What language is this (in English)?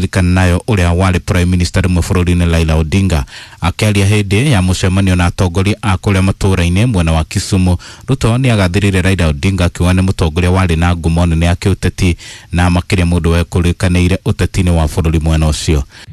Kikuyu